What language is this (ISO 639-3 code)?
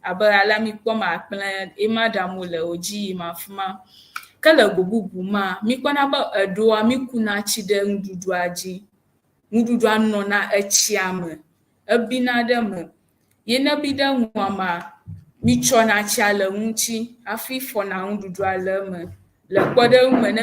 ewe